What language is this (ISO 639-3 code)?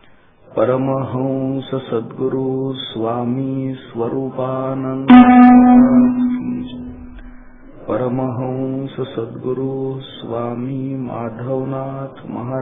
mar